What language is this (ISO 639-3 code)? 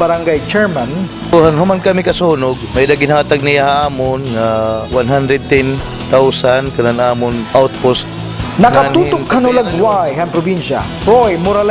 war